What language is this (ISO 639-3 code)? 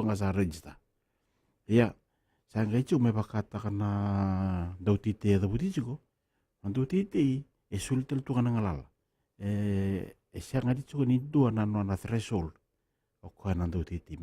fij